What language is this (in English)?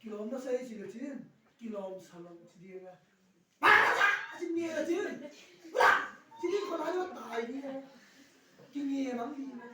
Tedim Chin